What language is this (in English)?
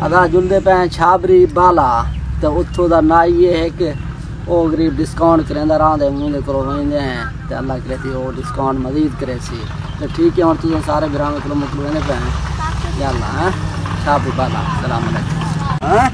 Saraiki